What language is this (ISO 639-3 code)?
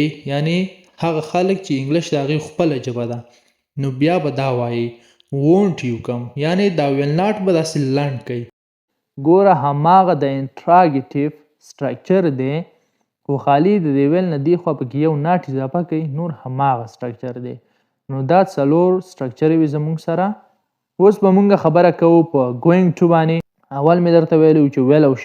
pus